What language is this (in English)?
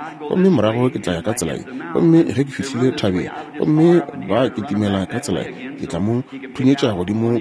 Northern Sotho